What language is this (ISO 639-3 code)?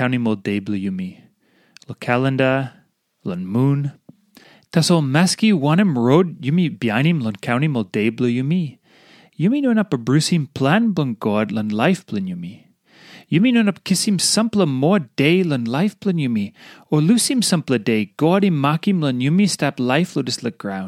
tpi